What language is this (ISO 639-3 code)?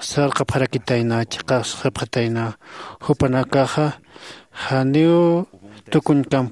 aym